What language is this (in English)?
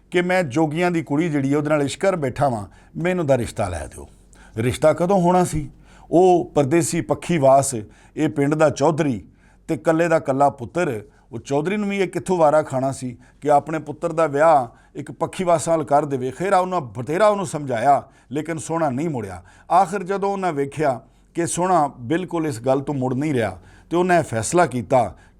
Western Panjabi